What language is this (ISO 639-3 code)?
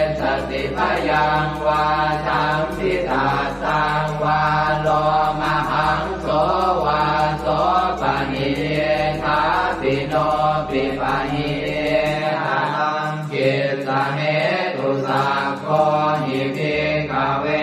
pli